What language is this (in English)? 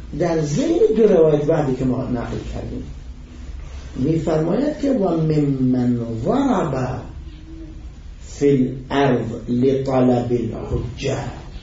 Persian